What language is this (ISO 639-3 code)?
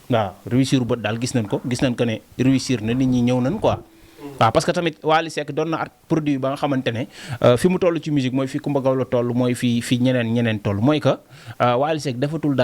wol